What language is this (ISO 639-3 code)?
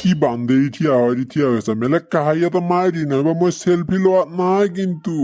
asm